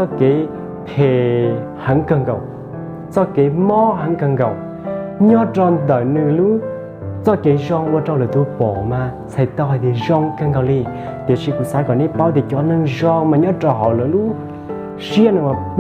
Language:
Hmong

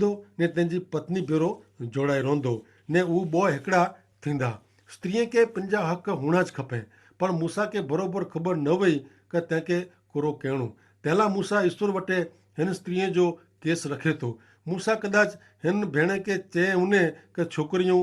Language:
Kachhi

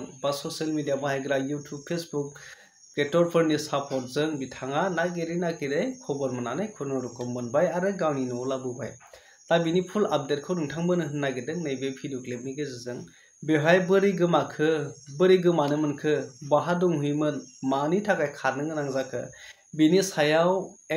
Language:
Bodo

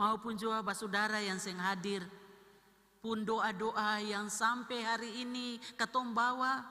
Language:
Ambonese Malay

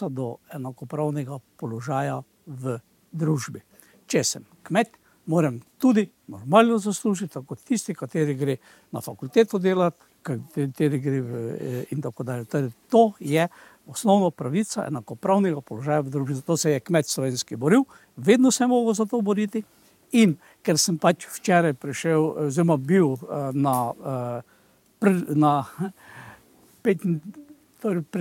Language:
Slovenian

